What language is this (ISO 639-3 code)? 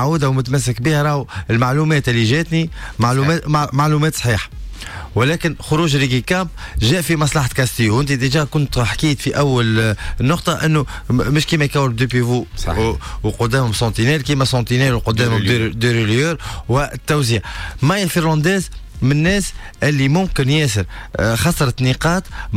aeb